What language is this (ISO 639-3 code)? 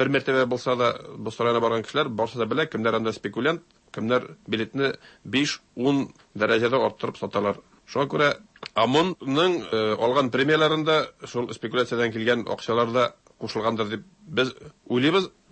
tat